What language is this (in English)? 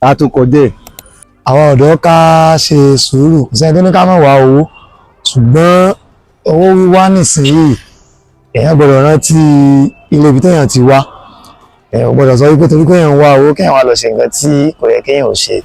Yoruba